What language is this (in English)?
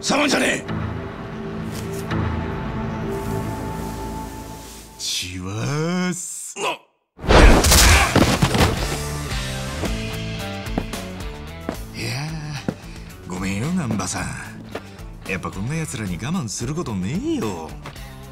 Japanese